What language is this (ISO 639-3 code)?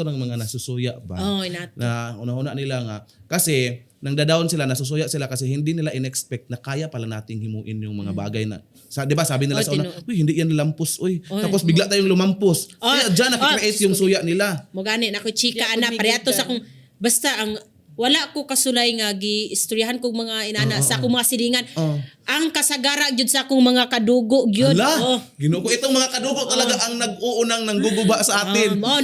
ceb